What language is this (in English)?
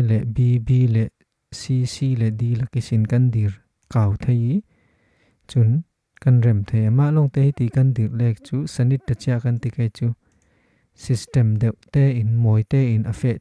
Falam Chin